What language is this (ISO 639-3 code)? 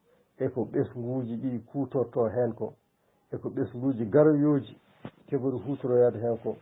ful